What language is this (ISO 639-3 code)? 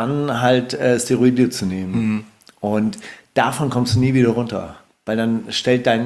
deu